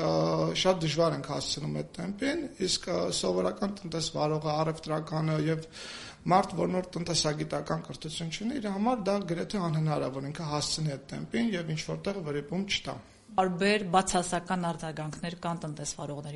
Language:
Armenian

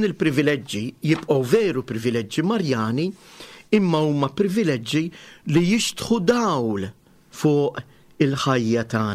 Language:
Maltese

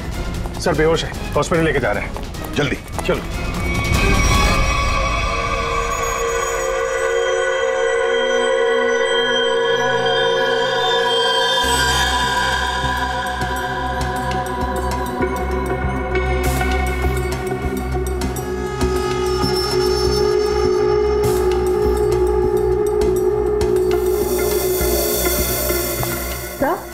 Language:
Hindi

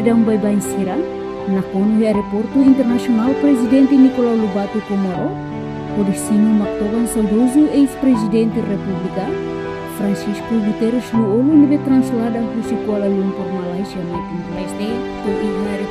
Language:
Tetum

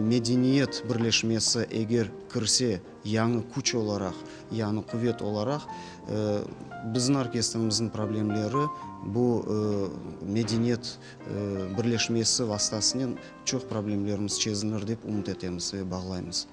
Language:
Crimean Tatar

